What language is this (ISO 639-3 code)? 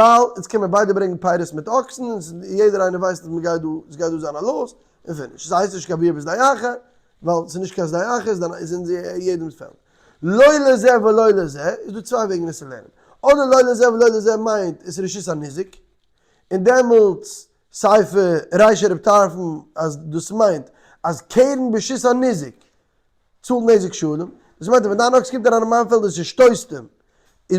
yid